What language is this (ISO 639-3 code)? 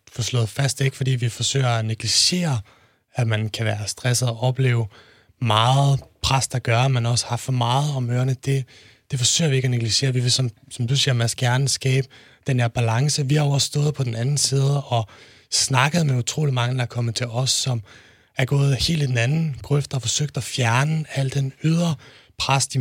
dan